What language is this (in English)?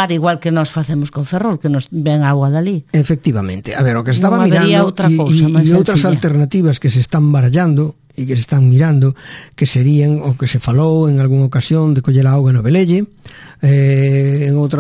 Galician